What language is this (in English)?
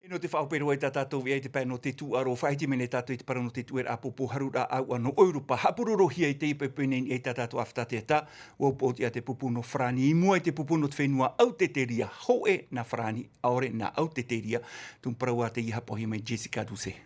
Tahitian